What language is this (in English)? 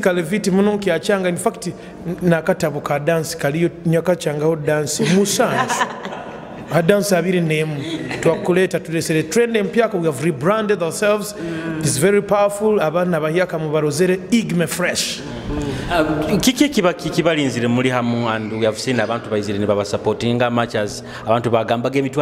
Nyoro